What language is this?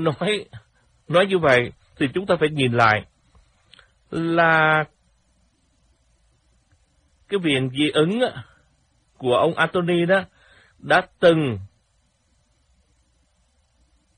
Vietnamese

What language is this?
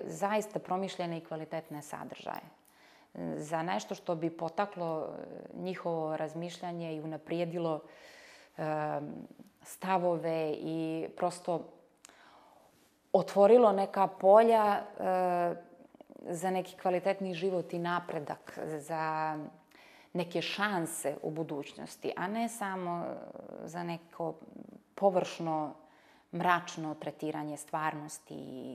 Bosnian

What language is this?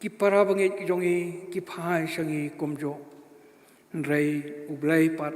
Khasi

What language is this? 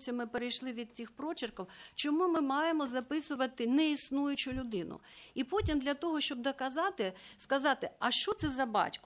Ukrainian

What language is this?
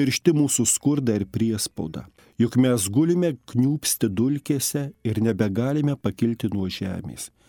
Lithuanian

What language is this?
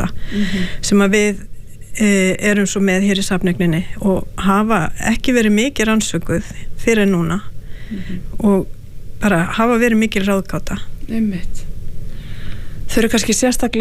Icelandic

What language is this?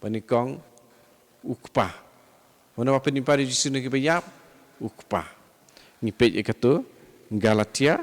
Khasi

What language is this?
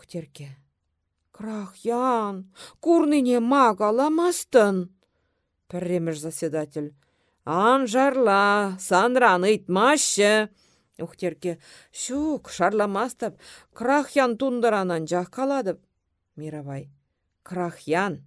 Chuvash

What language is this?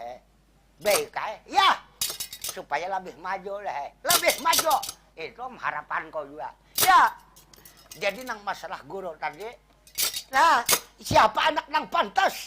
Banjar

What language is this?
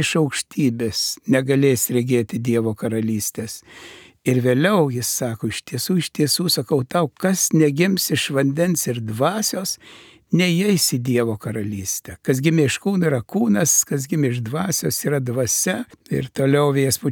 Lithuanian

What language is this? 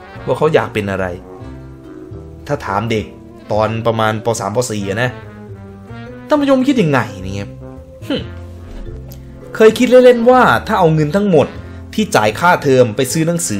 Thai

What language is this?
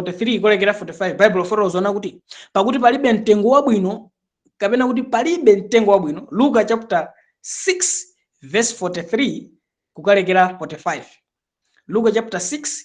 Nyanja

